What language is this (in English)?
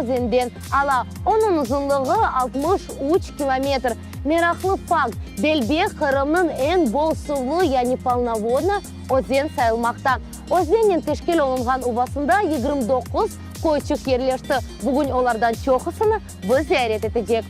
Crimean Tatar